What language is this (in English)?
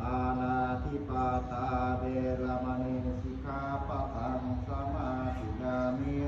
Pali